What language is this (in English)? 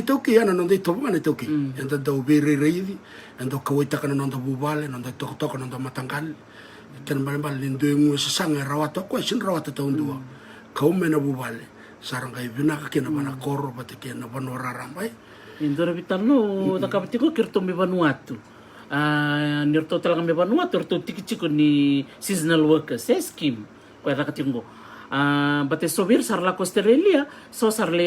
Fijian